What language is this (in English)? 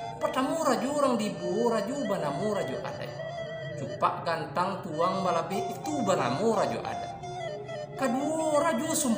Minangkabau